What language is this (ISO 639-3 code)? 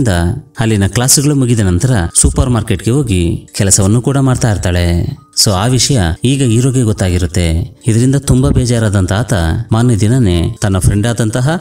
kan